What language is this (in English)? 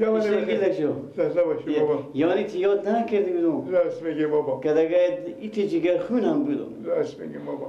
Persian